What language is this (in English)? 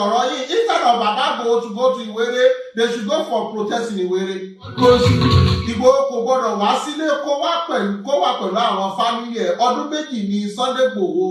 Yoruba